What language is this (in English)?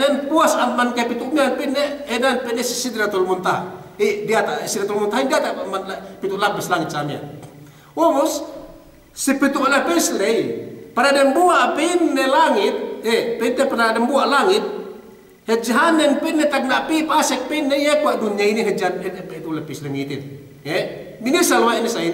Yakan